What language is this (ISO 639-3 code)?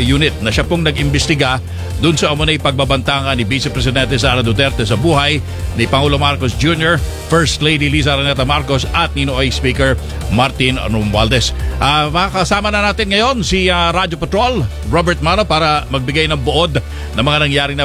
fil